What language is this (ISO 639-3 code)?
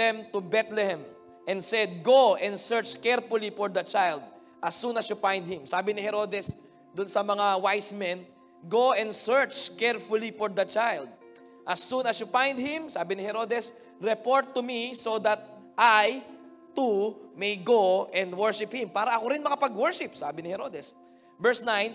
fil